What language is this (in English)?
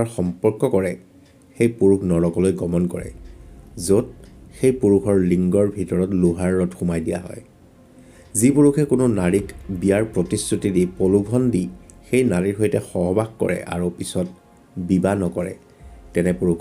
Assamese